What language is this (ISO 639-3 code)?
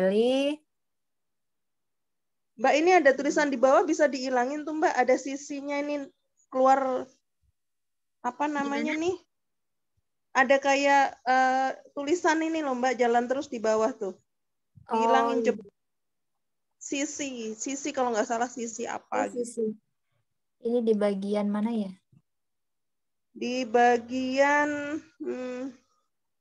ind